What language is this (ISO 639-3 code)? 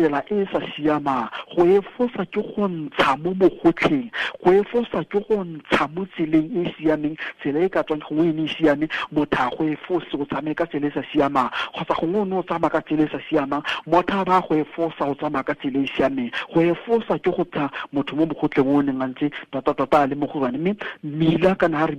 tsn